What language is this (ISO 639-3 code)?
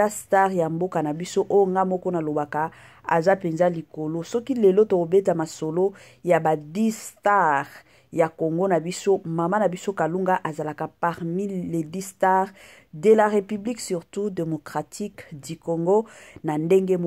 lin